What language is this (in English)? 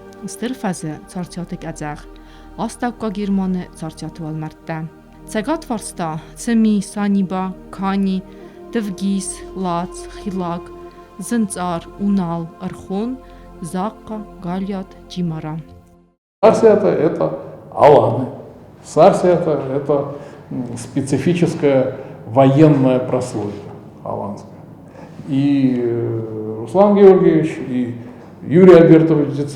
Ossetic